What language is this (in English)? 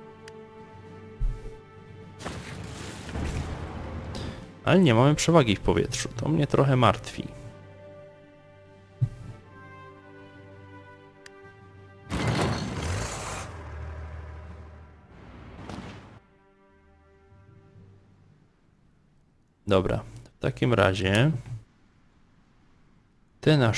Polish